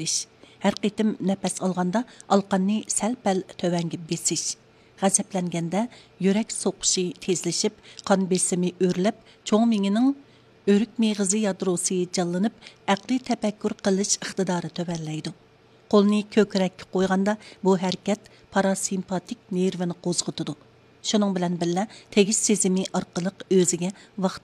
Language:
Uyghur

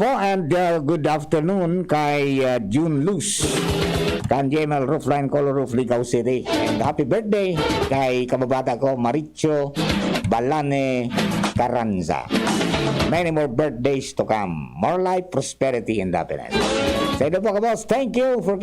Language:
Bikol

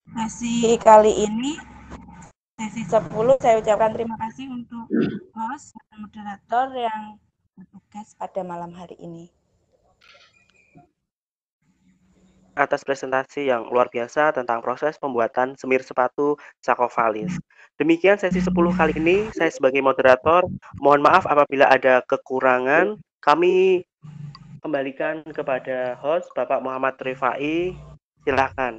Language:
Indonesian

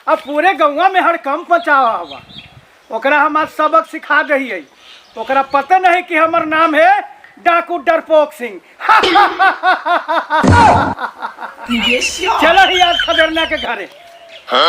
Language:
Magahi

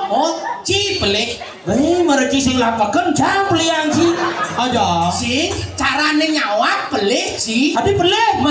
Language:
Balinese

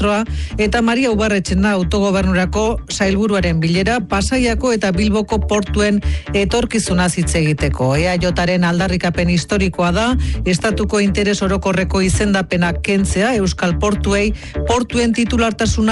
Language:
Basque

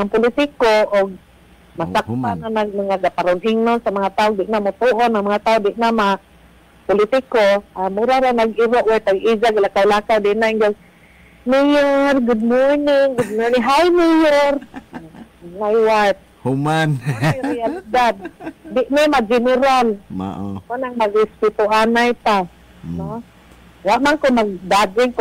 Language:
Cebuano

